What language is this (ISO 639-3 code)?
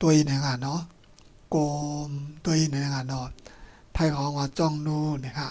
shn